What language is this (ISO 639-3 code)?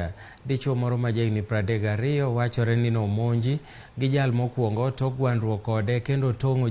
luo